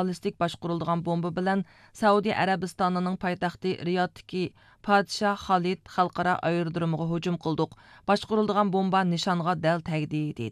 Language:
Uyghur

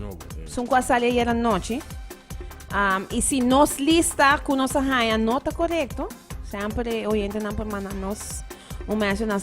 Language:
Papiamento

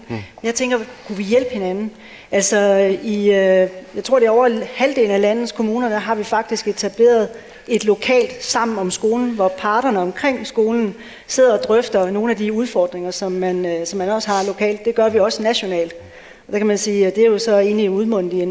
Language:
Danish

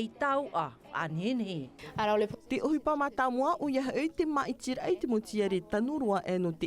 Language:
Tahitian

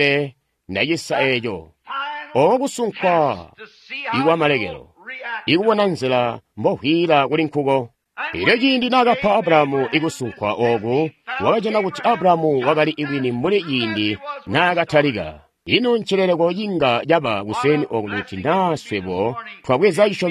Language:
Tonga (Zambia)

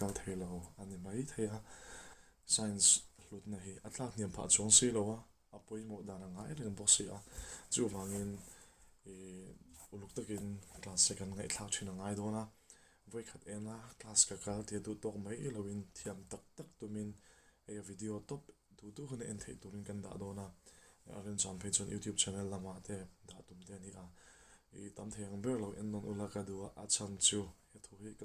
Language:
Mizo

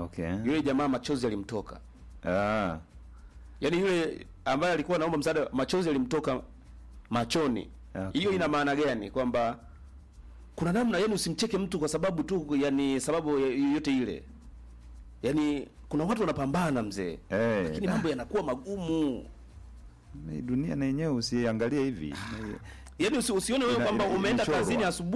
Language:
Swahili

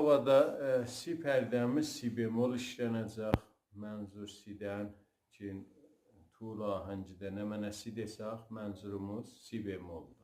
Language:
South Azerbaijani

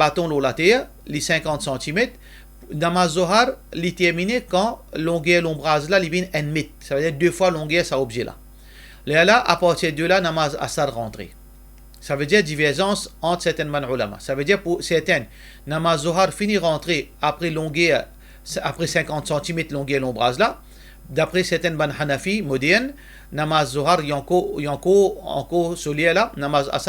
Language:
Morisyen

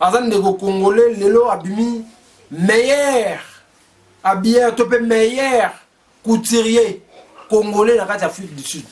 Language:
Lingala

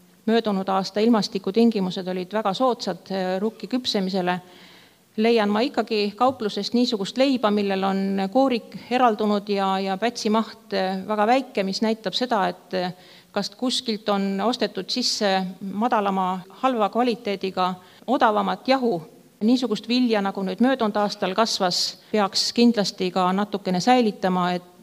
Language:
Estonian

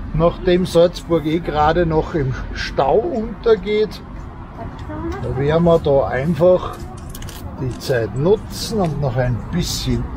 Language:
German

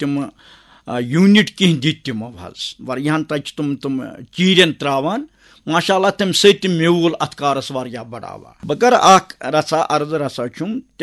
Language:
Kashmiri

